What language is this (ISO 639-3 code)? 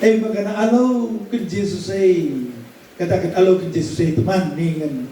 btx